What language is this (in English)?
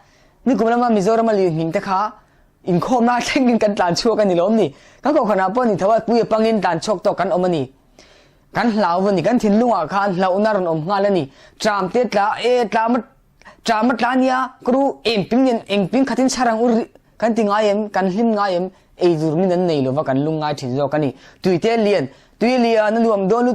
Mizo